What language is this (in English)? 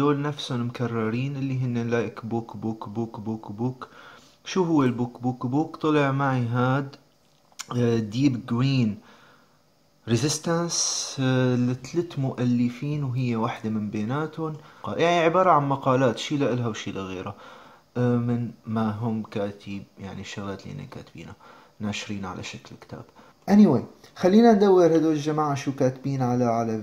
North Levantine Arabic